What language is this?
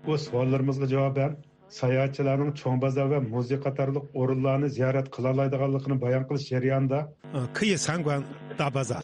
Uyghur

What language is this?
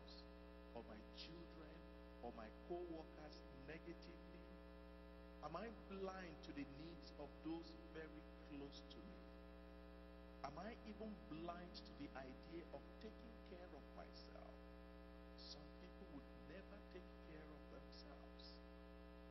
English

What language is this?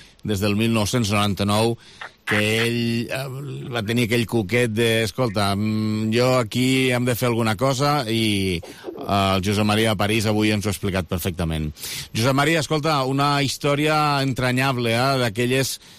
Catalan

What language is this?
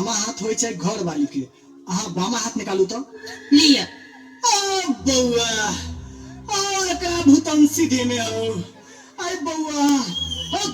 Maithili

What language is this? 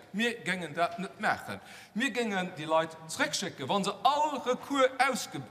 Luxembourgish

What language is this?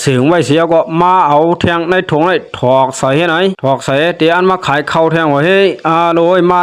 Shan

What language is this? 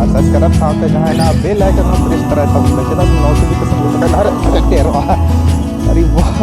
Santali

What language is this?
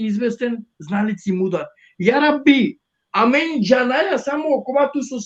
Balkan Romani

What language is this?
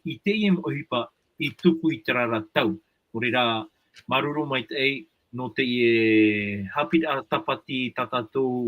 Tahitian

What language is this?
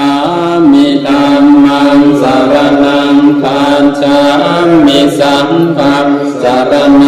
Pali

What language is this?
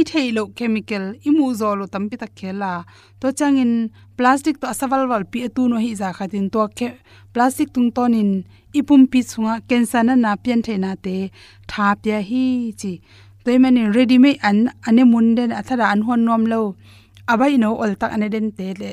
Tedim Chin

